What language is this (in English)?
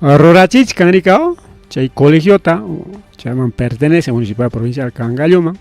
Ayacucho Quechua